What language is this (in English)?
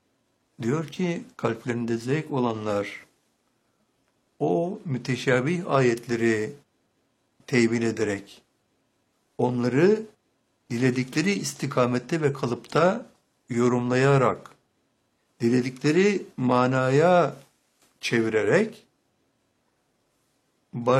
Turkish